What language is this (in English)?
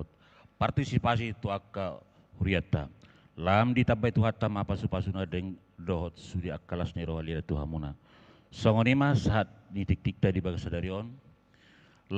Batak Toba